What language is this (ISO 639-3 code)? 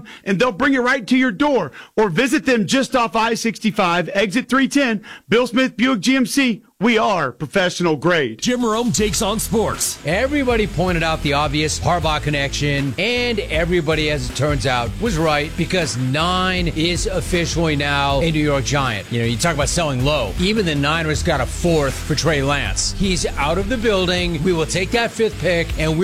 eng